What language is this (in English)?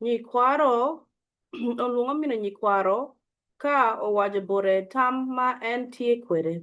Acoli